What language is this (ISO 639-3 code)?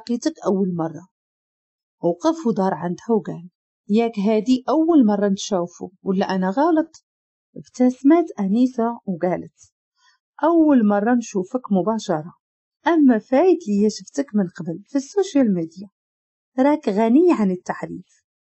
ary